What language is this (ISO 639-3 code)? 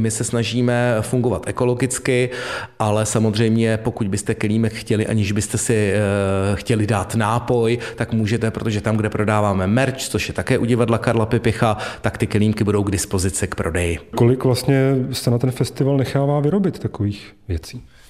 ces